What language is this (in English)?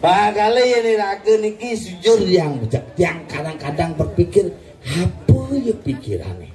Balinese